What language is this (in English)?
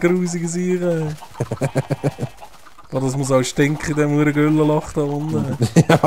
Swiss German